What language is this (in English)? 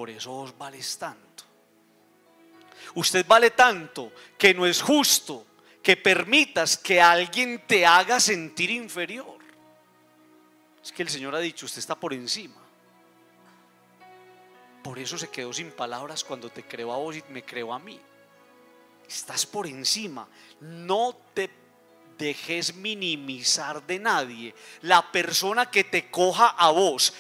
Spanish